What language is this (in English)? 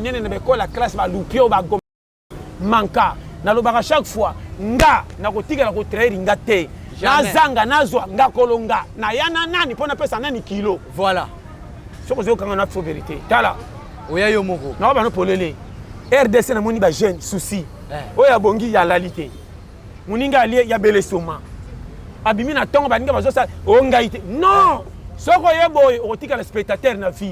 Lingala